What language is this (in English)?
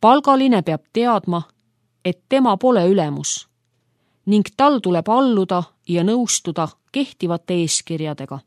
Estonian